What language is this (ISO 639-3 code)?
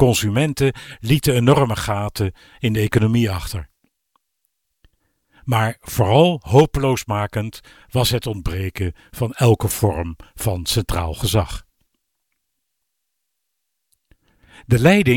nld